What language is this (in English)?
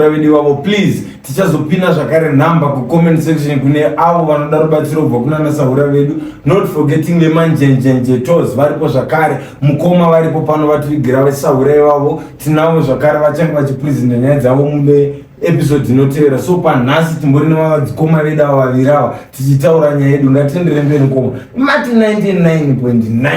Shona